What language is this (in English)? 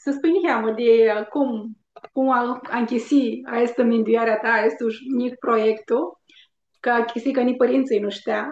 Aromanian